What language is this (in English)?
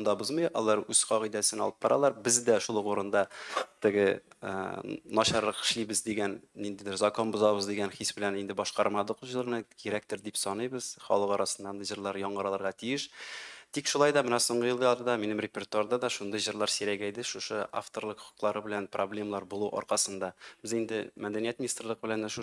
Tatar